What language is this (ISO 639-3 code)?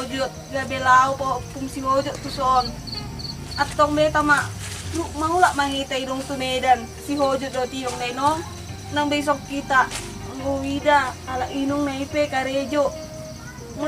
bbc